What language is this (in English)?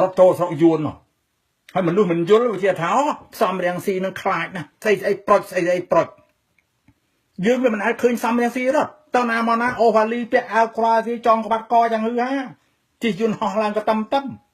Khmer